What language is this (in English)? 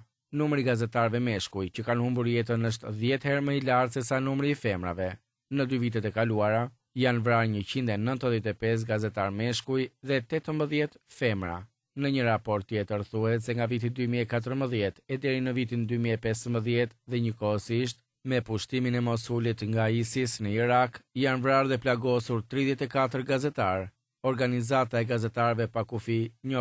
Albanian